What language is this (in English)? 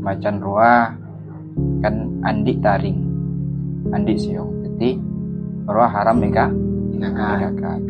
Madurese